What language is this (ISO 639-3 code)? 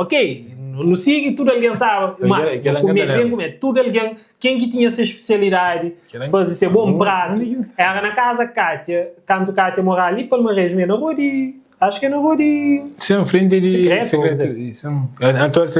kea